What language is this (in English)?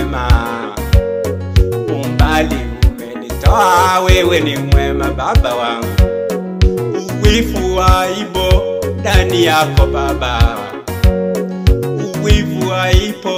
Swahili